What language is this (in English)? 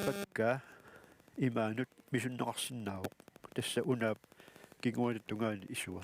Kalaallisut